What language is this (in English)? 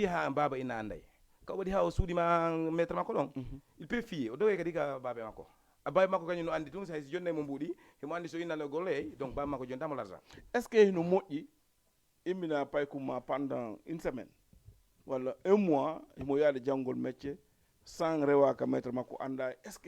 Fula